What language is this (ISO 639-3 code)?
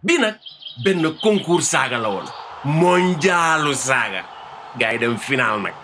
wol